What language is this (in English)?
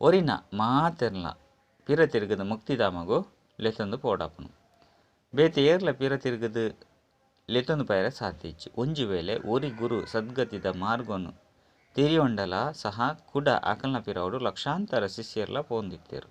Tulu